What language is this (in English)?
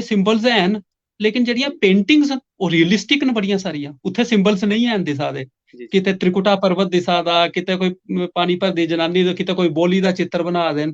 Dogri